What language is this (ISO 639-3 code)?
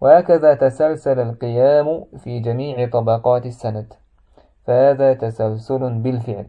che